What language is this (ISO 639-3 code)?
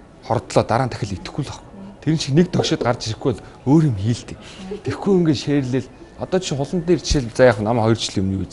mon